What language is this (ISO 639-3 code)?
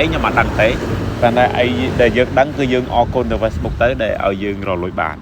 khm